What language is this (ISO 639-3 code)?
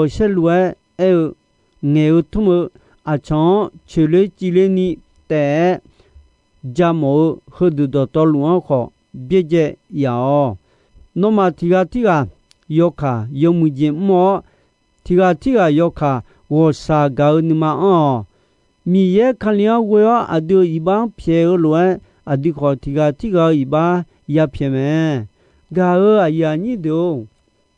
ahk